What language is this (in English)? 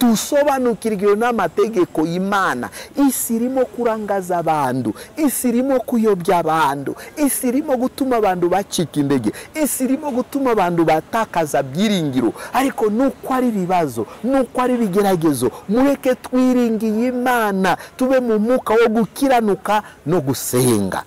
Kinyarwanda